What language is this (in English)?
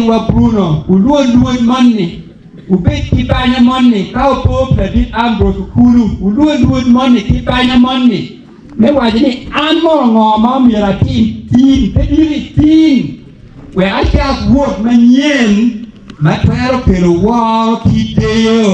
Acoli